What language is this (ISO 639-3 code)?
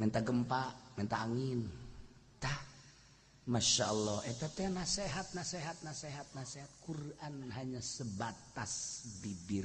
sun